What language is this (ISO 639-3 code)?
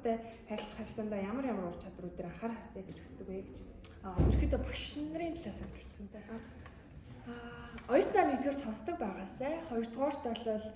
mon